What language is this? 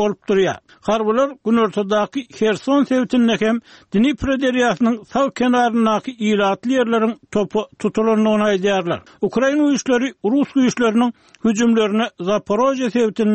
Turkmen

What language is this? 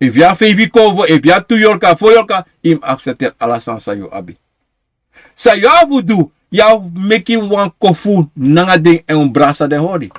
Sranan Tongo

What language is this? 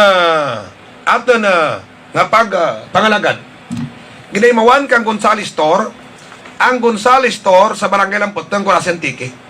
Hiligaynon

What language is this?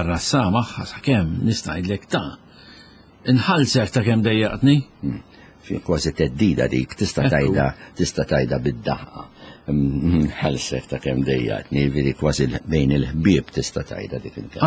Maltese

